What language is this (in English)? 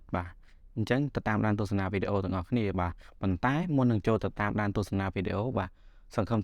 Khmer